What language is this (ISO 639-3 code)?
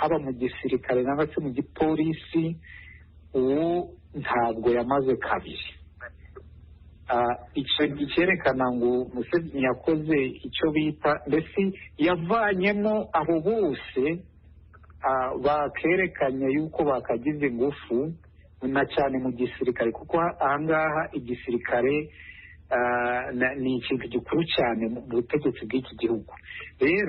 kin